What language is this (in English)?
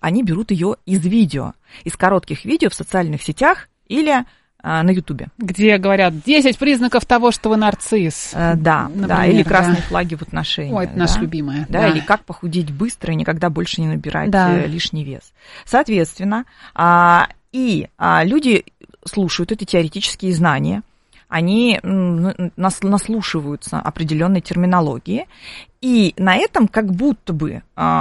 Russian